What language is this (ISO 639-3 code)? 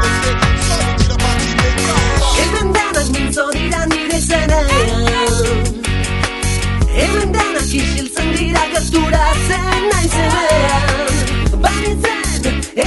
eus